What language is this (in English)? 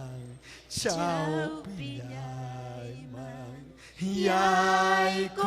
Ayacucho Quechua